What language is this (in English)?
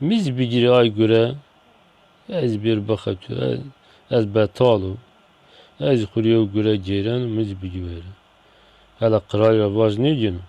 Zaza